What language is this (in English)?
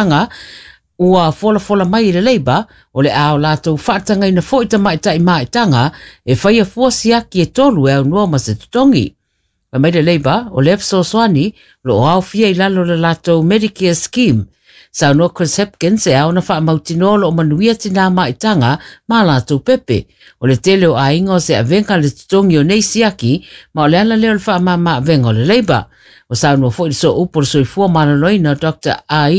Samoan